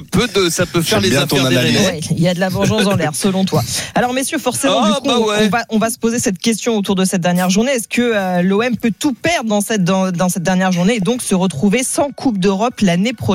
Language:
French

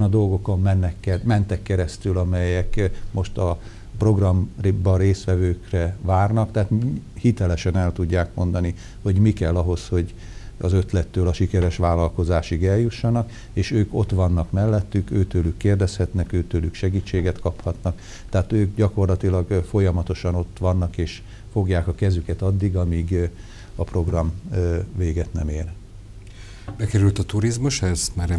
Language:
Hungarian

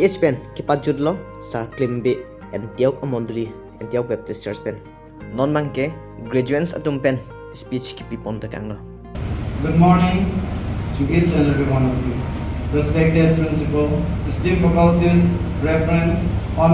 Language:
Karbi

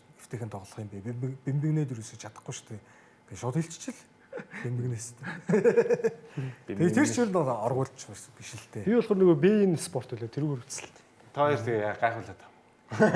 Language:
Mongolian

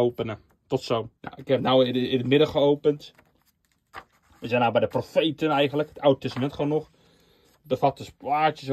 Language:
Dutch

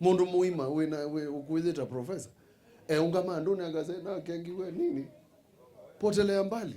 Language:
Kamba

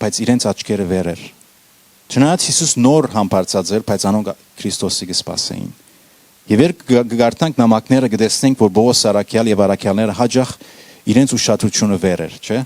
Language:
Western Armenian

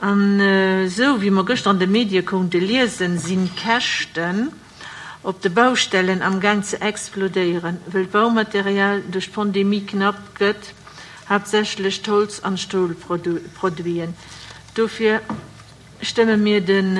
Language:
Luxembourgish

